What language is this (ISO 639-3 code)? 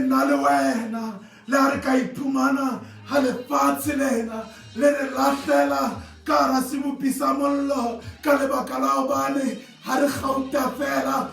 sot